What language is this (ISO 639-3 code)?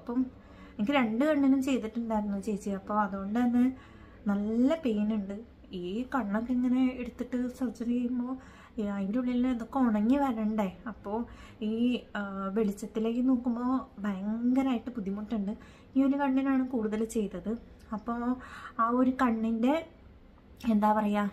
mal